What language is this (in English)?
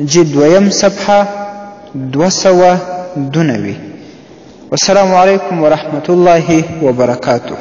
Pashto